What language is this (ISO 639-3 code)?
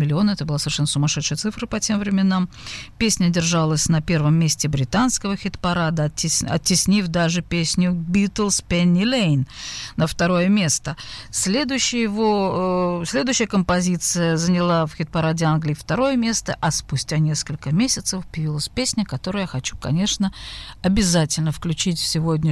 rus